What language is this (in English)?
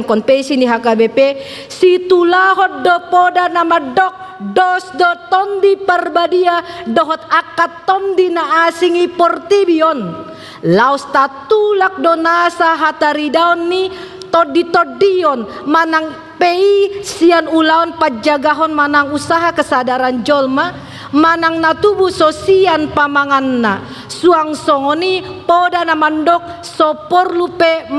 Batak Toba